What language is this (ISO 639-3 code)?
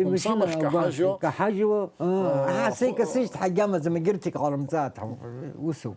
abk